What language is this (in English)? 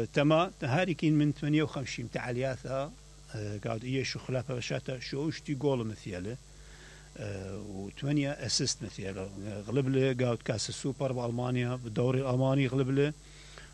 Mesopotamian Arabic